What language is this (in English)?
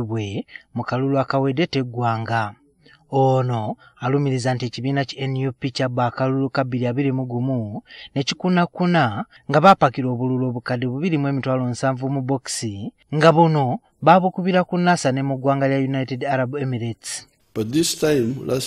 Ganda